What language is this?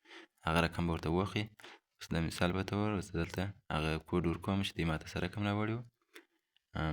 Pashto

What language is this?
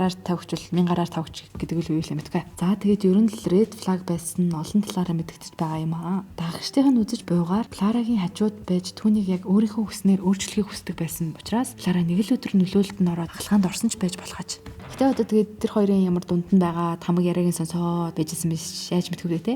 Mongolian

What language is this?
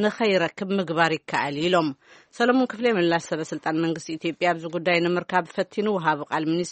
Tigrinya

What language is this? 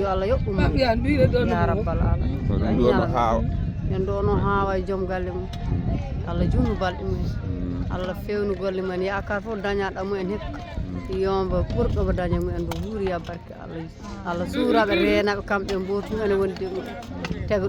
Fula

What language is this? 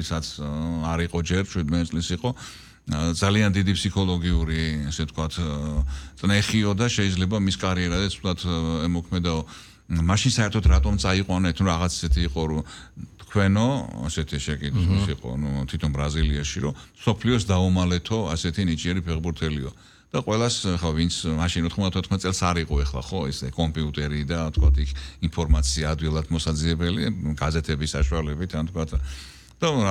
Georgian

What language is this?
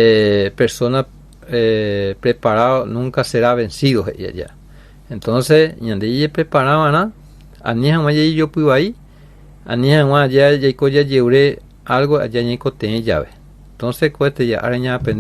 Guarani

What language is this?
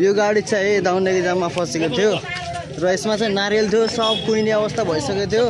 Nepali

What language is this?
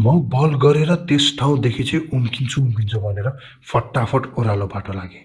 Nepali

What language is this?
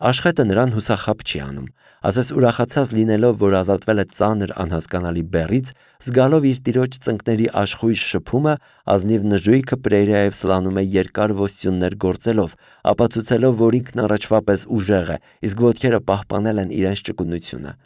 Armenian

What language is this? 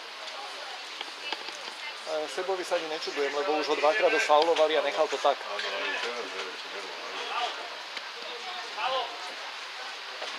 Slovak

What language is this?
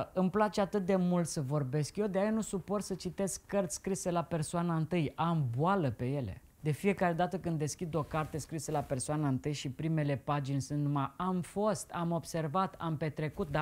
Romanian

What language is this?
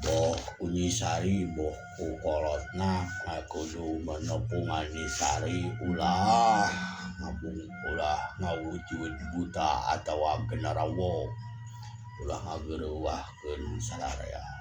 Sundanese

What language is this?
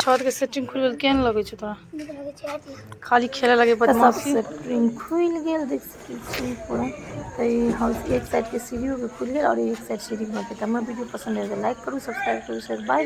Maithili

